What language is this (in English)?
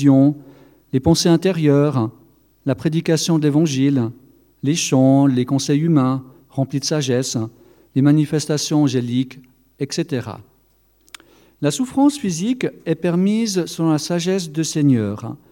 French